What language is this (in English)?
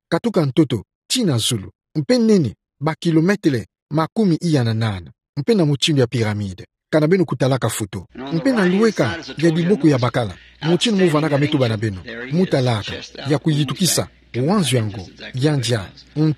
Kituba (Democratic Republic of Congo)